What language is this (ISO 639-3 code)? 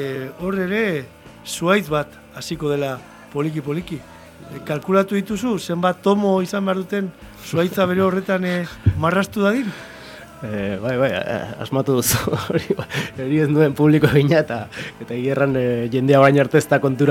eus